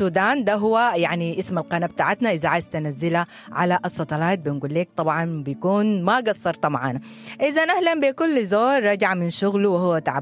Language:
Sudanese Arabic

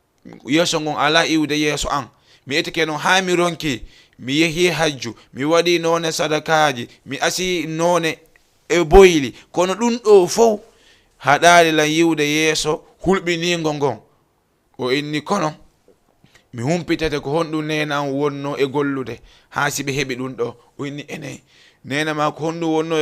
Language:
Fula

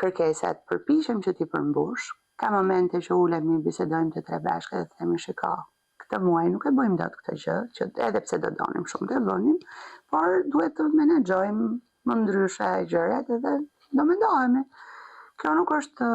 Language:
Albanian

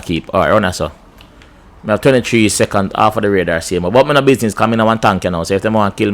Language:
Jamaican Creole English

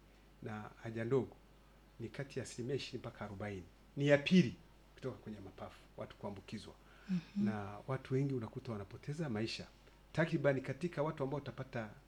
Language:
Swahili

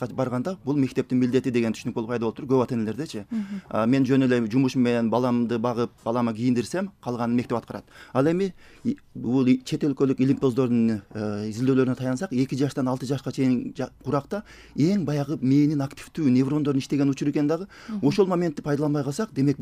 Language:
Kyrgyz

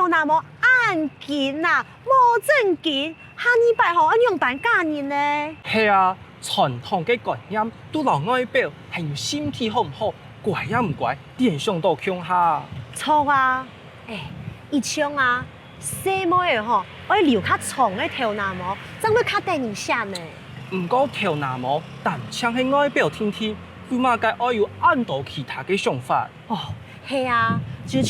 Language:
Hakka Chinese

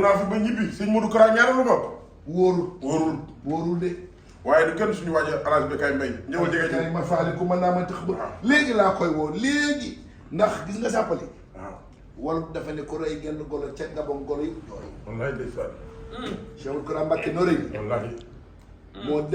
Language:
Wolof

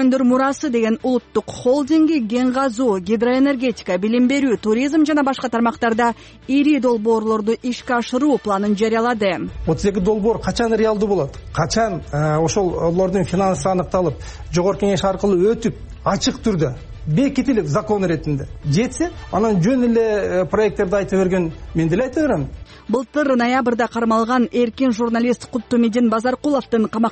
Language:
Kyrgyz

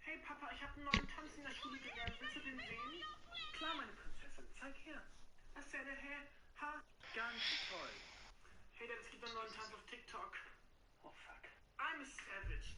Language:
Bavarian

